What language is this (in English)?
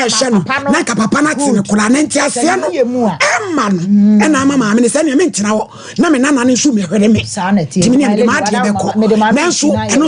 Akan